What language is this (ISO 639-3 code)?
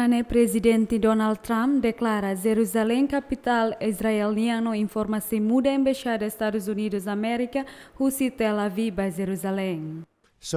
tet